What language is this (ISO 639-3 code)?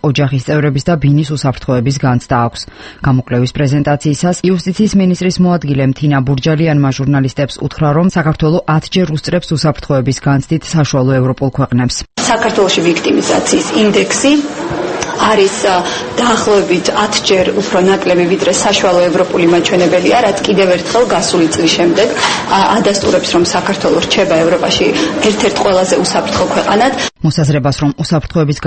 kat